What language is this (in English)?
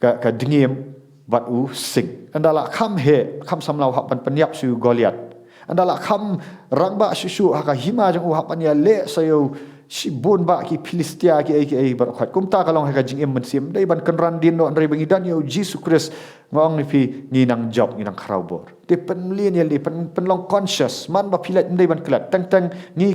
Khasi